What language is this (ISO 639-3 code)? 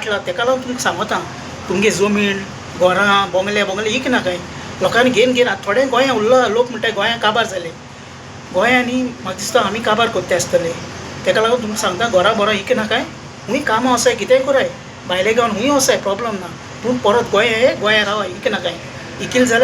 kok